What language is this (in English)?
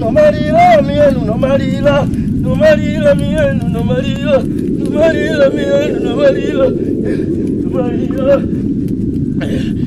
Swahili